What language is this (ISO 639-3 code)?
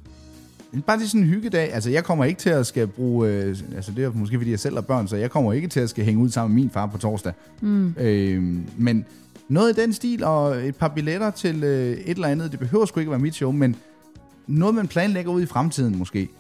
dan